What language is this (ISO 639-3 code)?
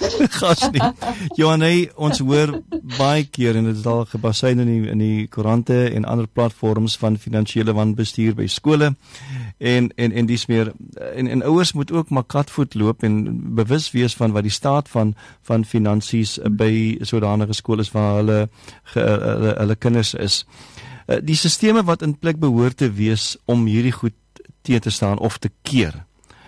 afr